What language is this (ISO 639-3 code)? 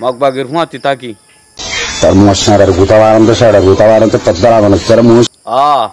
rhg